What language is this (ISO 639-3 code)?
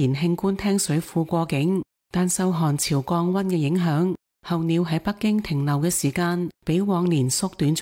yue